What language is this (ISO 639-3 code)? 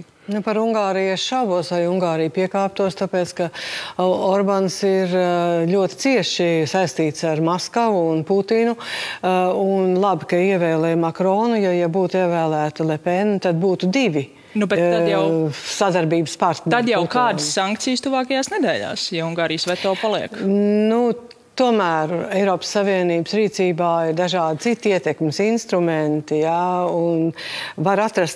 lav